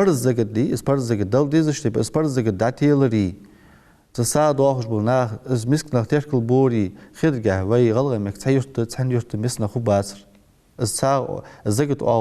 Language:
Ingush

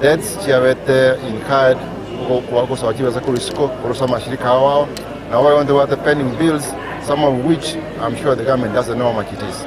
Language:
Gusii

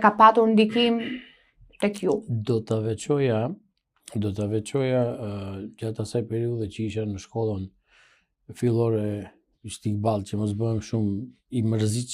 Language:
Albanian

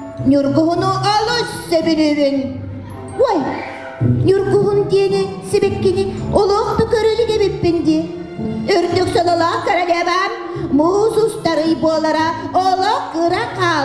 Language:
Yakut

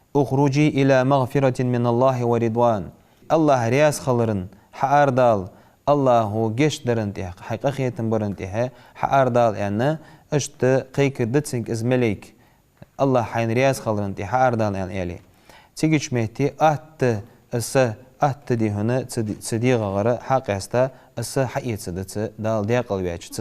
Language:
Ingush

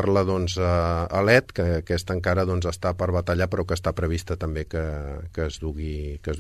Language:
Catalan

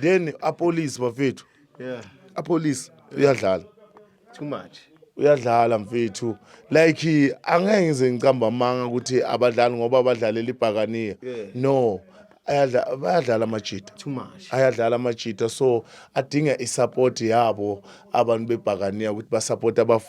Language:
Zulu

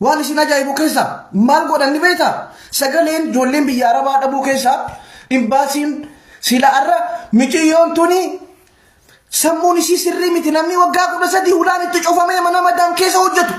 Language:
Oromo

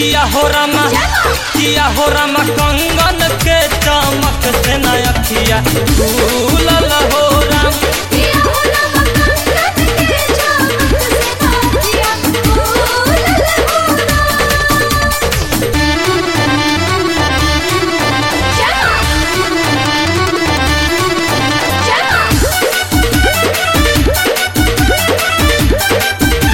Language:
Bhojpuri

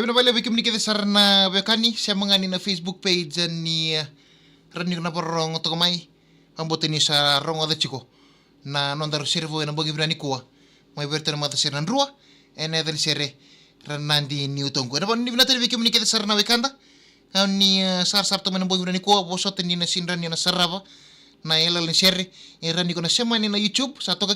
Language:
Fijian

